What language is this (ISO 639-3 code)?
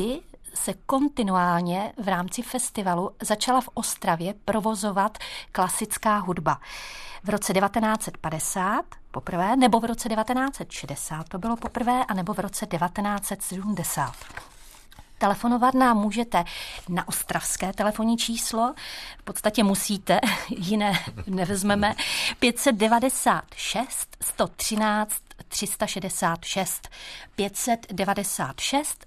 ces